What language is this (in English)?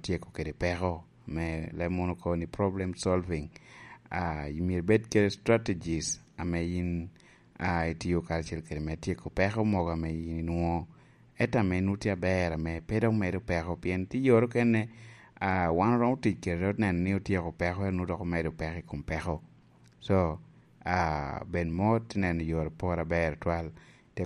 Lango (Uganda)